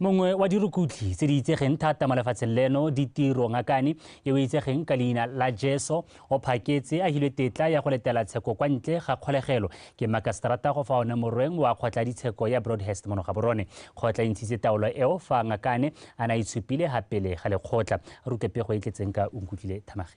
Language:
Tswana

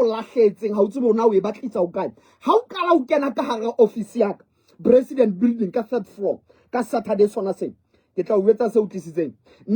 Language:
Southern Sotho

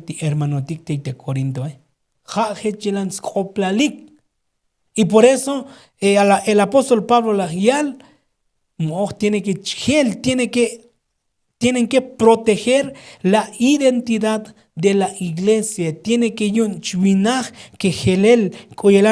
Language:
Tzotzil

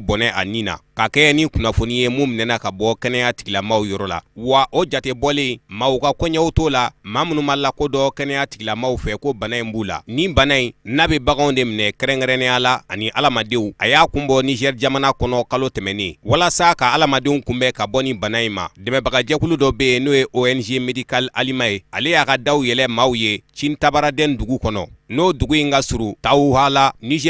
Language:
Bambara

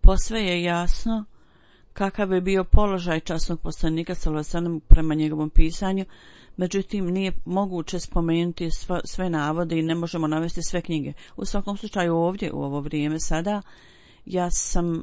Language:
Bosnian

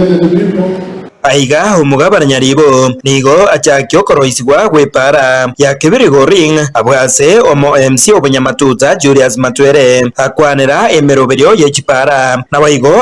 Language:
Gusii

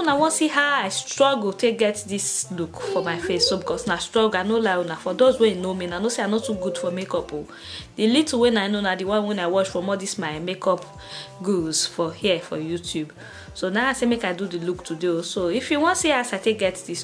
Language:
Nigerian Pidgin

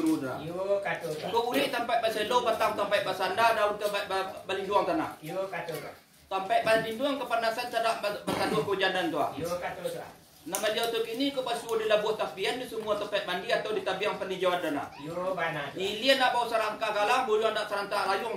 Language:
Minangkabau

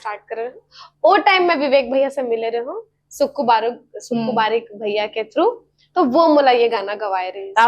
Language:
Chhattisgarhi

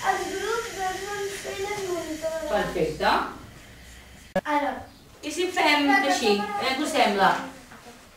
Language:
Catalan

